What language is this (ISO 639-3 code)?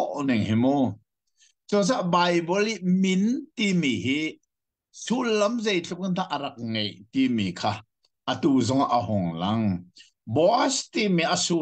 cnh